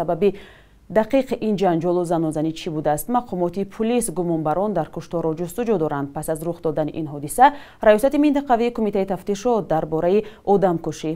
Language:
Tajik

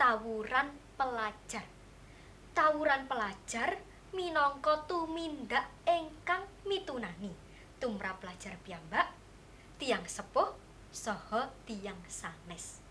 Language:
Javanese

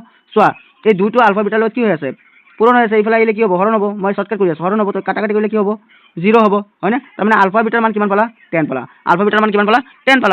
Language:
Assamese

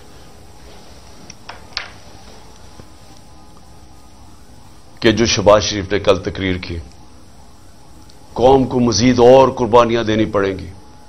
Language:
Urdu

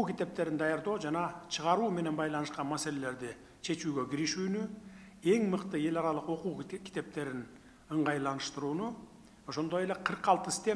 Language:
Kyrgyz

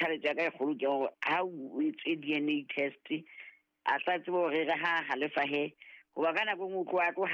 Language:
Southern Sotho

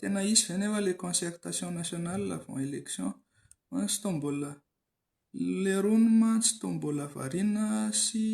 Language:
Malagasy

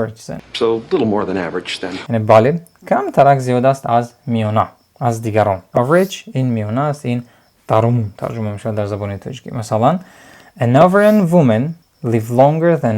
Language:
Tajik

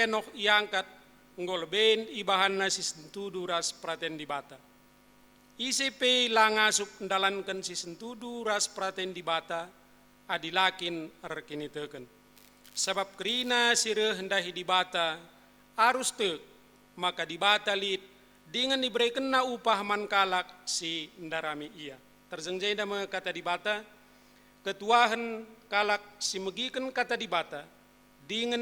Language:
Batak Karo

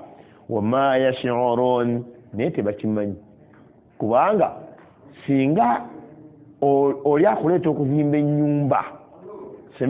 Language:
Ganda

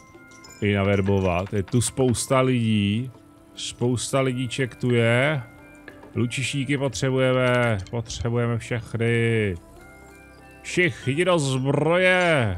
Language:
Czech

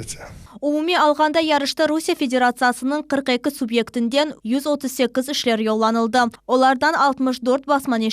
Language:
Crimean Tatar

